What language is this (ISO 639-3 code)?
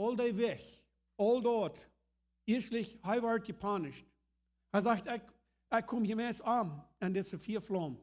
pdt